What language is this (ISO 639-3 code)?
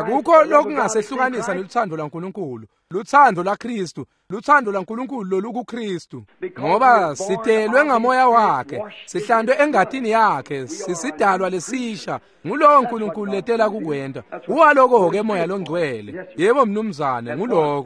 ssw